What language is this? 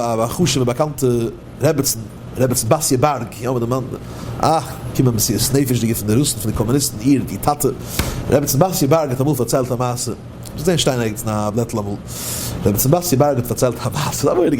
Yiddish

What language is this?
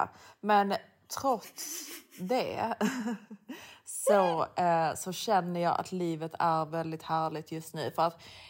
Swedish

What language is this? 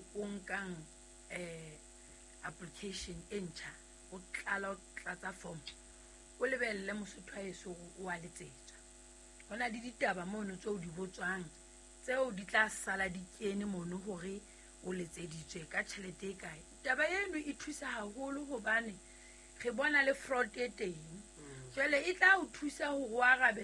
Southern Sotho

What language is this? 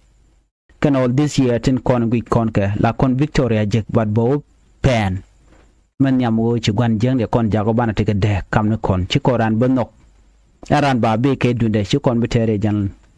Nuer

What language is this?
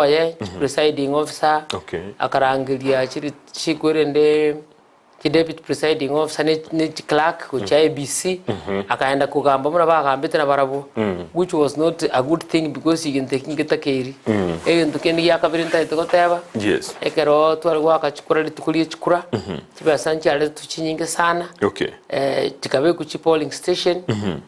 Gusii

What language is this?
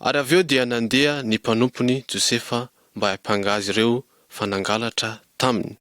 Malagasy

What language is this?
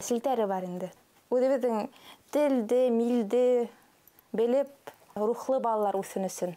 Bashkir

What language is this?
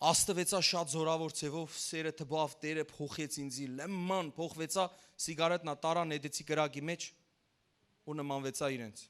Western Armenian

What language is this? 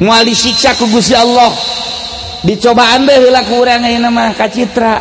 Sundanese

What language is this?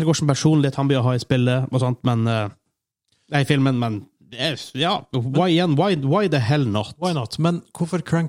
Norwegian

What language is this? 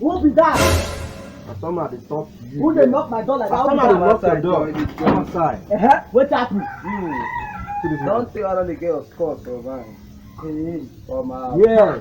Nigerian Pidgin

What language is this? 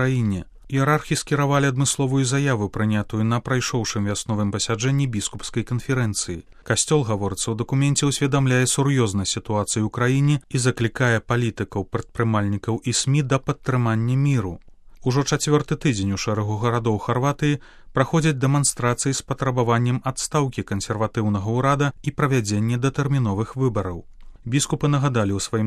Belarusian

